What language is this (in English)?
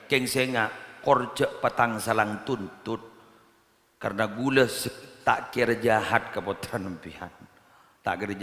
Madurese